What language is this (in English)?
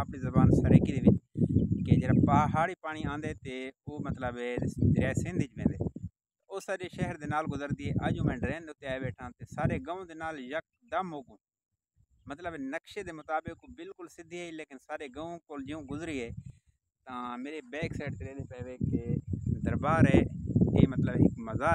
Saraiki